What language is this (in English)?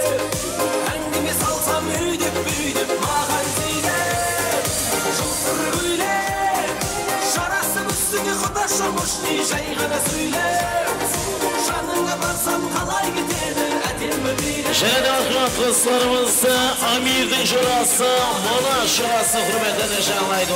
Kara-Kalpak